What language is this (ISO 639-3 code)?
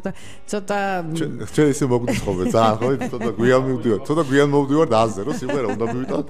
kat